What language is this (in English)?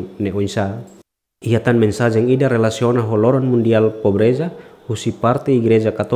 Tetum